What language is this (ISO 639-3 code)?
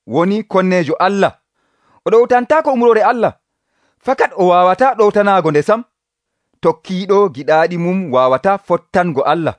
fuv